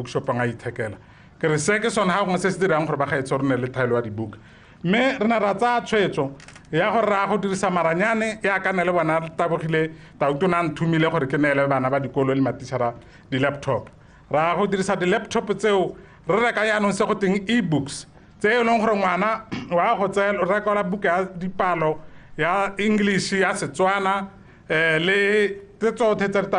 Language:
Tswana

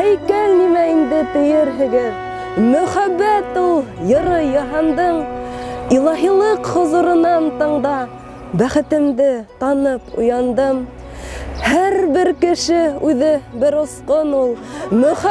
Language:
Bashkir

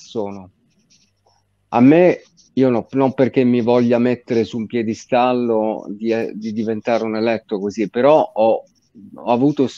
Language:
Italian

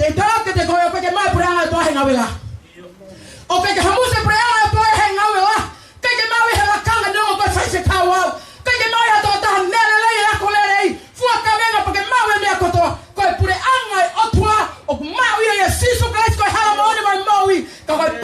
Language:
Tongan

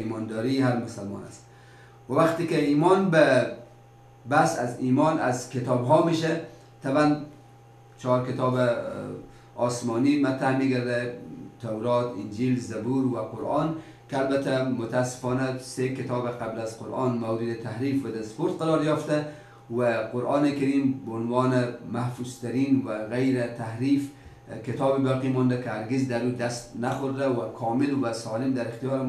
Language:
Persian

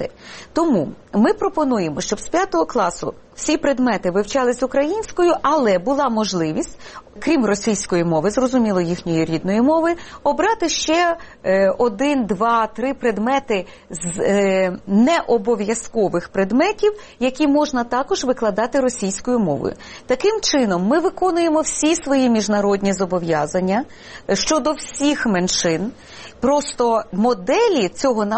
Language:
Ukrainian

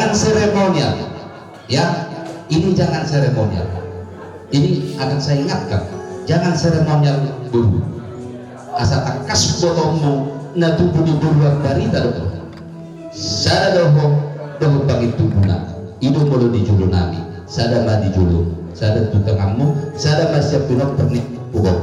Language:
Batak Toba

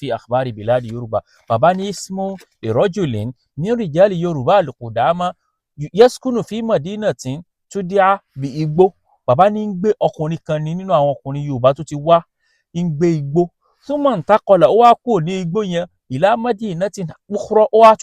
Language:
Yoruba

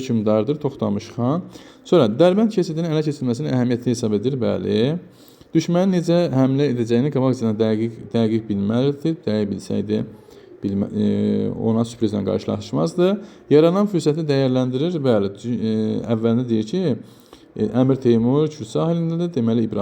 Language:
Azerbaijani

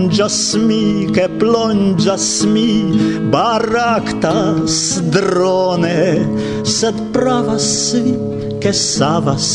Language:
Esperanto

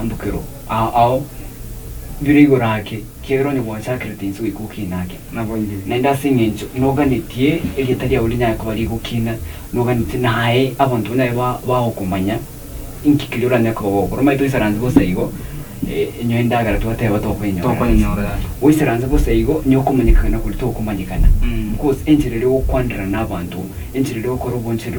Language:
Gusii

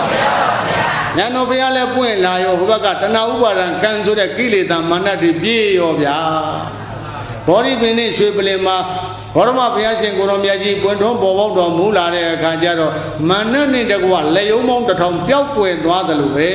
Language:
Burmese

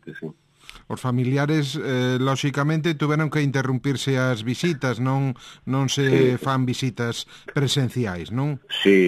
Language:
Galician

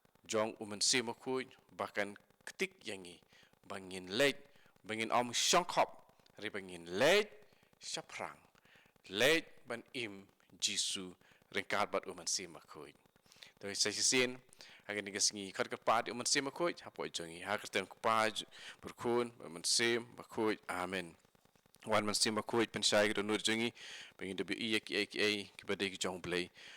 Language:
Khasi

